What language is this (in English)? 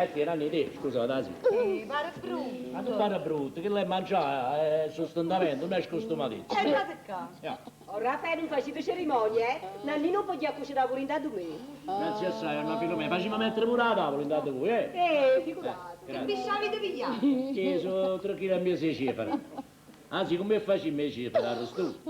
Neapolitan